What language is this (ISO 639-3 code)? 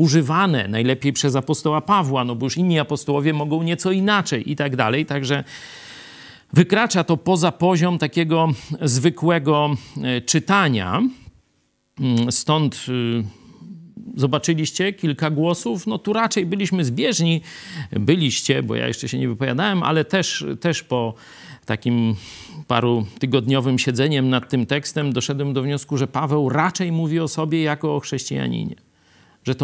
pol